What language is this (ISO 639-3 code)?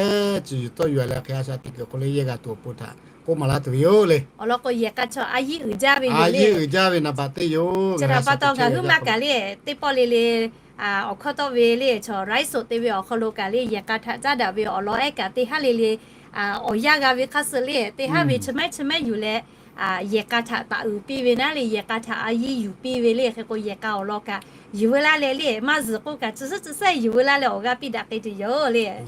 lhu